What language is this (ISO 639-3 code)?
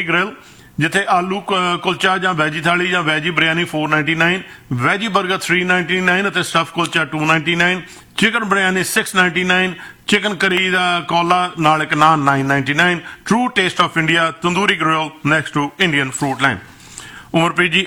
pan